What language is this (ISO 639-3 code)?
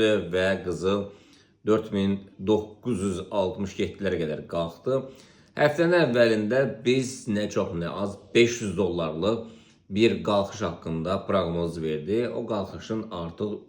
aze